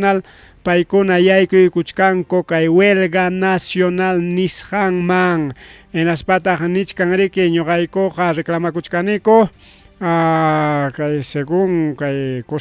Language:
Ayacucho Quechua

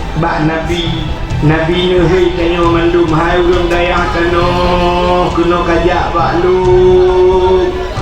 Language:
Achinese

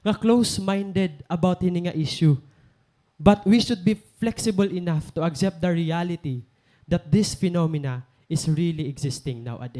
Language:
Waray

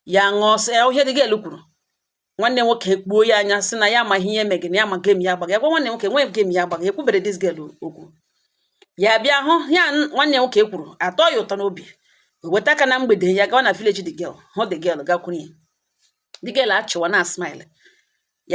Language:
Igbo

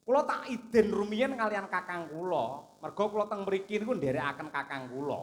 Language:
Javanese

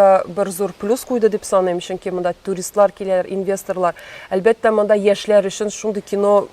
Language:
Tatar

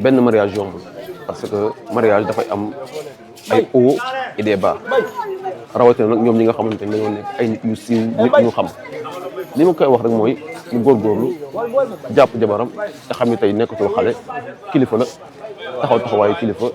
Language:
Wolof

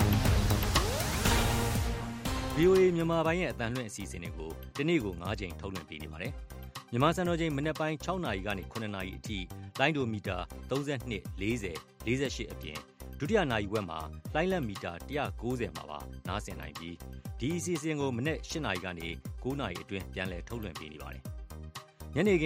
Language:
Burmese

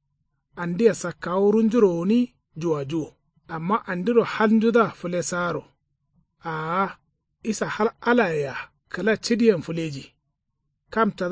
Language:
Kanuri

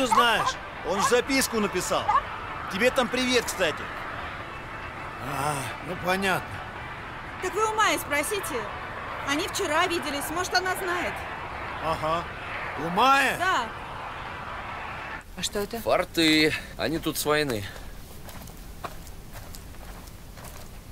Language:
Russian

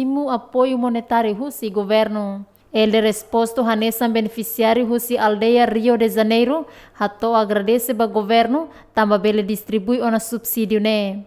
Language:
Tetum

